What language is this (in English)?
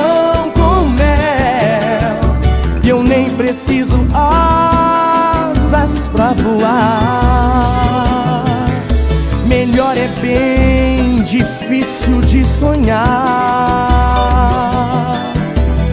Portuguese